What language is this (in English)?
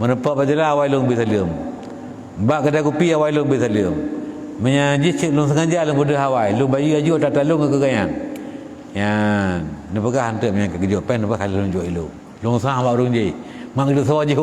Achinese